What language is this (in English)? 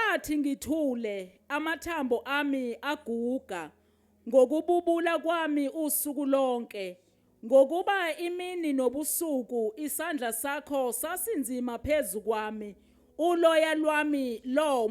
Zulu